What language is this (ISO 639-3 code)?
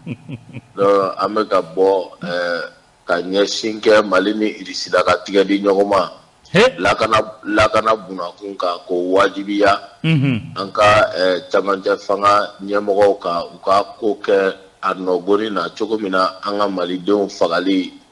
bam